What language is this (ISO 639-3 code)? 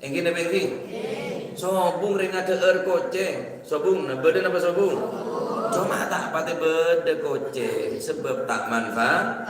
mad